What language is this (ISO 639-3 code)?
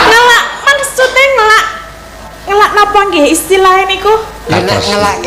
jav